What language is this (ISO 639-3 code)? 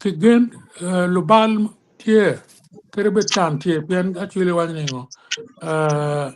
ach